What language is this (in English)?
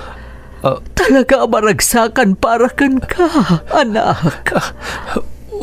Iloko